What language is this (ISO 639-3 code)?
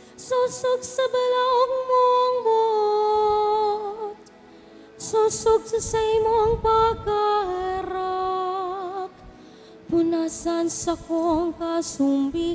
bik